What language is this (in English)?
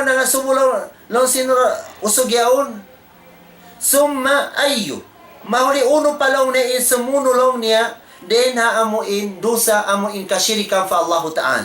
Tausug